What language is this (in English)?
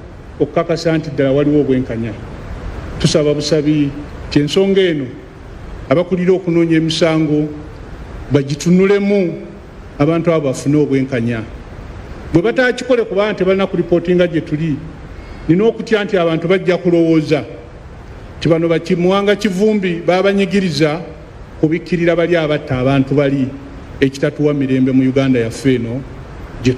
Ganda